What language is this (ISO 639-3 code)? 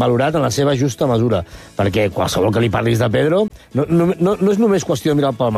cat